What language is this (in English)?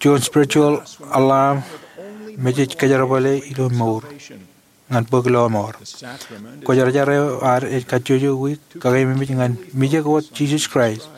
Marshallese